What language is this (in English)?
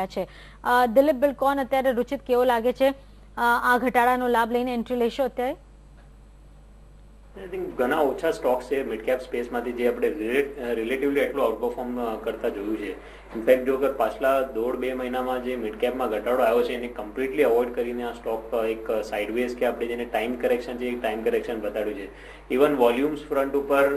Gujarati